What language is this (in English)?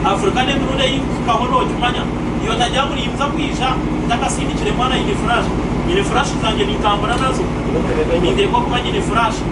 Nyankole